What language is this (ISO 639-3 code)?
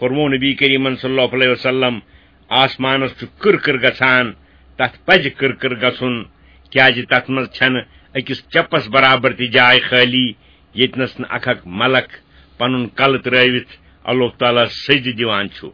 kas